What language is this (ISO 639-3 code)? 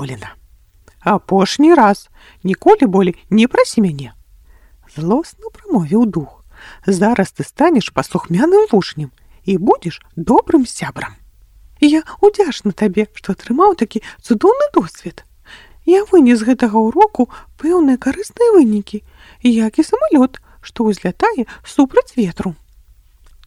bel